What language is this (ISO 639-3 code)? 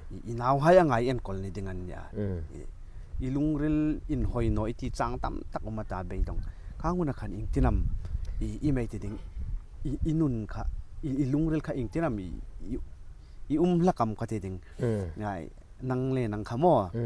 hmr